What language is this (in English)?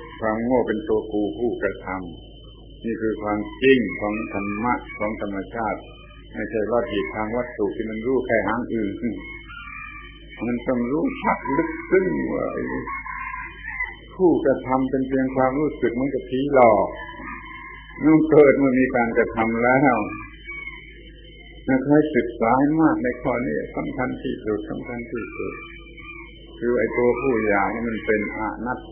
Thai